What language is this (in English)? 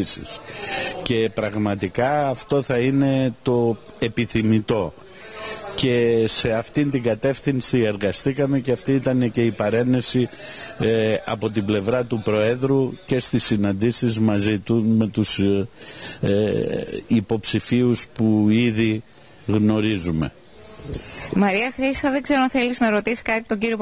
Greek